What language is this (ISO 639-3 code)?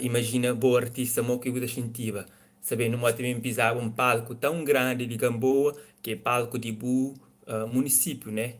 kea